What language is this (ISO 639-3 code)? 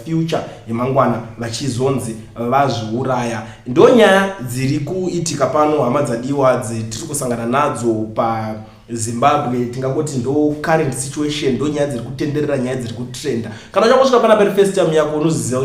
sna